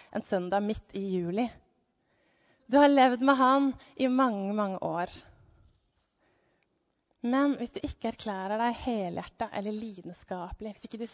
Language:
Norwegian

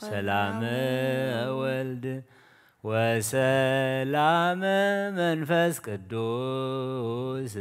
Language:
Geez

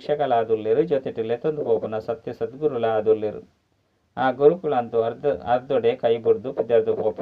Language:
Tulu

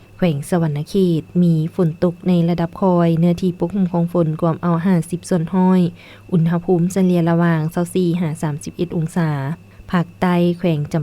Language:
Lao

